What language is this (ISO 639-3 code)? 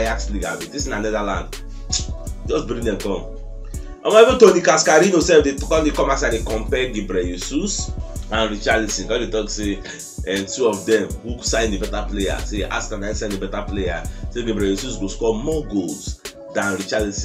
pcm